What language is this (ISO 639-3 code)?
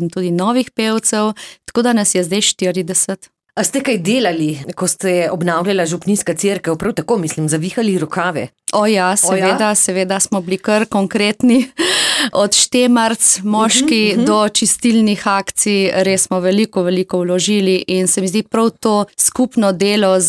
slv